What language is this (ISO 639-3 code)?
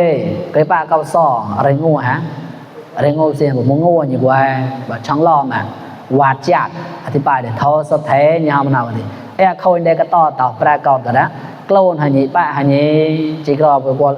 mnw